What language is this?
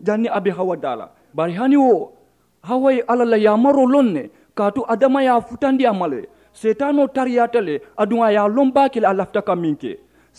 Mandingo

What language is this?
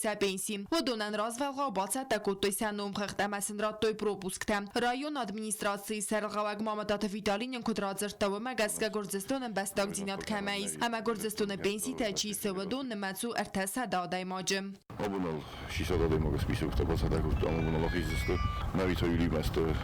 Ossetic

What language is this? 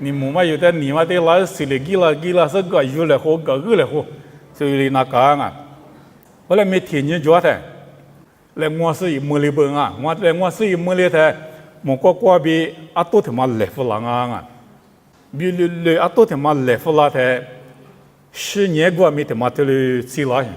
Lisu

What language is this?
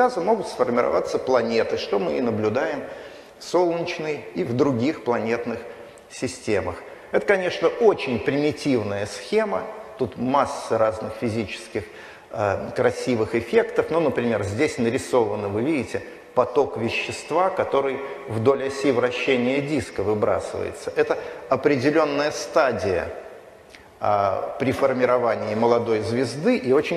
Russian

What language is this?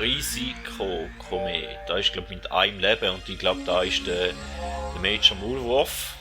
Swiss German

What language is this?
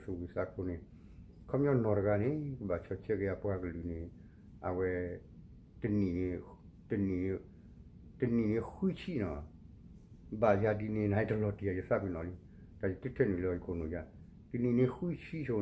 S'gaw Karen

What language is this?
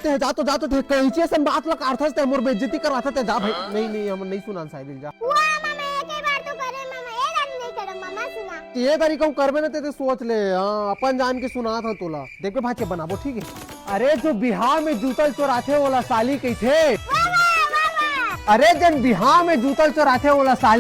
Chhattisgarhi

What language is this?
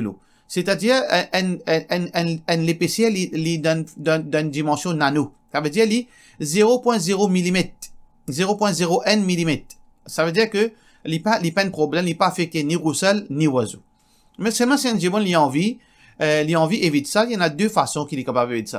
Morisyen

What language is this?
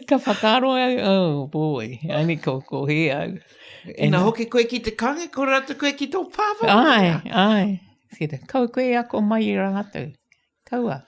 Māori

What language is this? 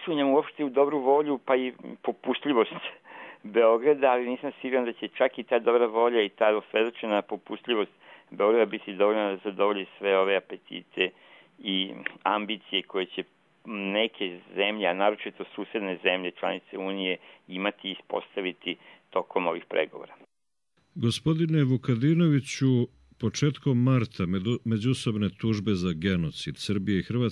Serbian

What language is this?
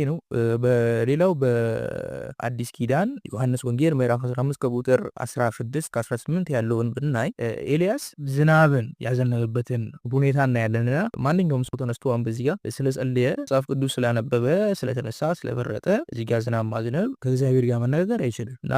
Amharic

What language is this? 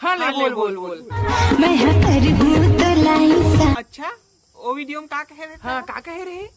Chhattisgarhi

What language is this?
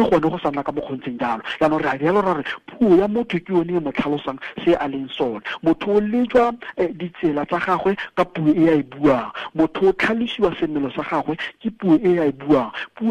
Tswana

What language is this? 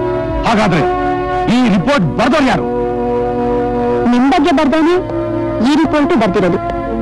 Kannada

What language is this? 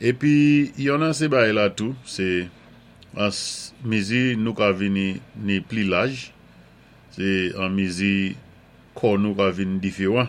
Saint Lucian Creole French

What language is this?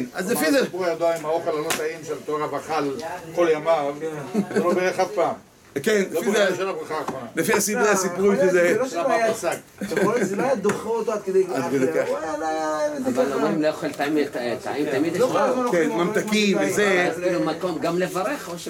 Hebrew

